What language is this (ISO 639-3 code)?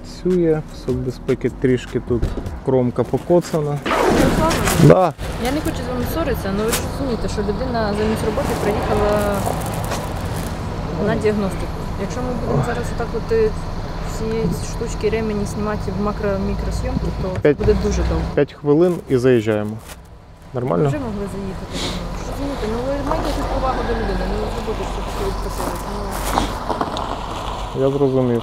ukr